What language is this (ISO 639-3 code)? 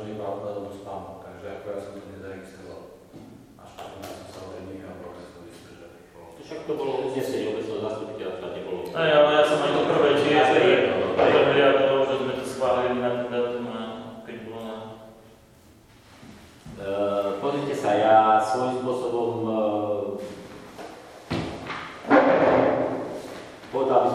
slk